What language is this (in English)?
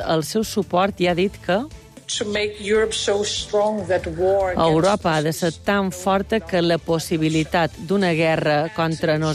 Catalan